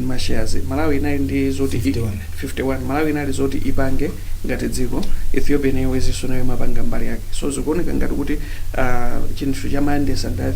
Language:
Nyanja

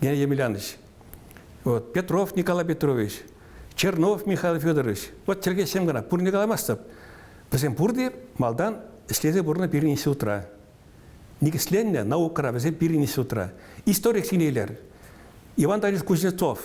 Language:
Chuvash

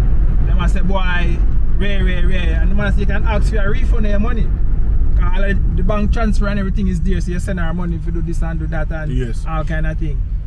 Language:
Jamaican Creole English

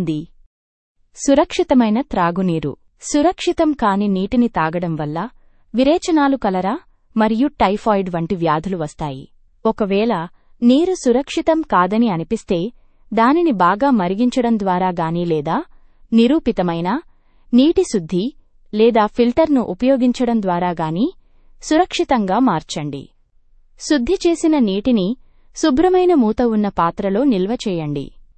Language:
Telugu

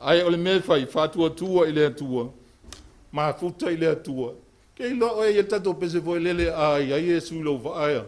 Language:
Samoan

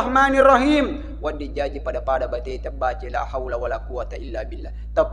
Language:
Buginese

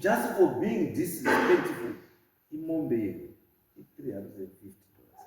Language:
Shona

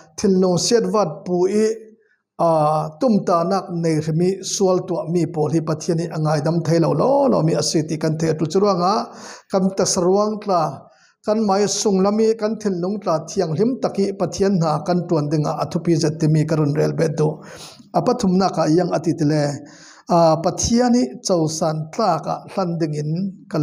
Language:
Falam Chin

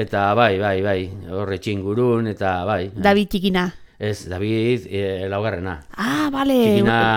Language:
Basque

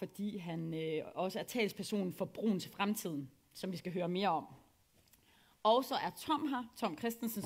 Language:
Danish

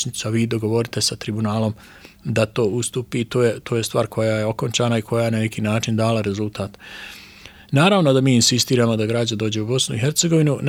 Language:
Bosnian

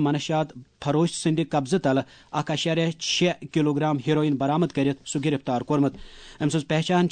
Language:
Kashmiri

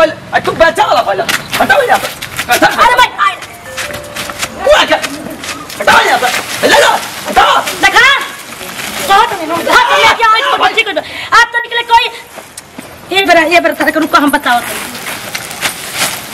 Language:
Bhojpuri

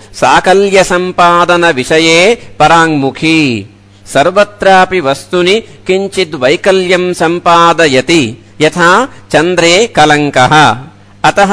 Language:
Sanskrit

